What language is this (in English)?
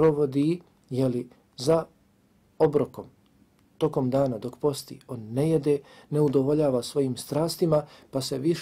Bosnian